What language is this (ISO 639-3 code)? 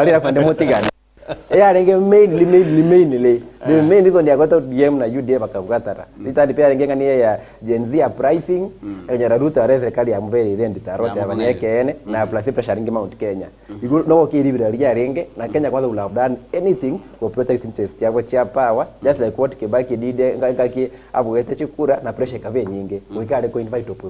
guz